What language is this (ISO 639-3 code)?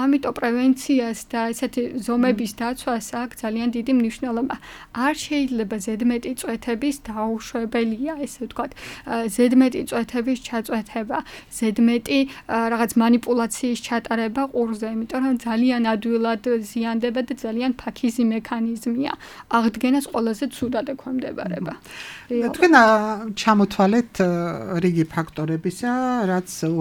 kat